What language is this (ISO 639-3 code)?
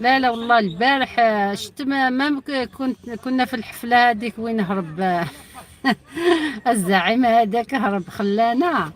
arq